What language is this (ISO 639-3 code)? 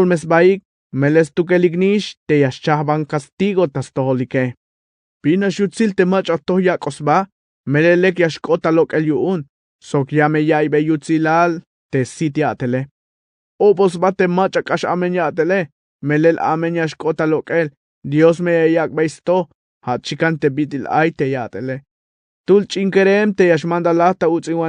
tzh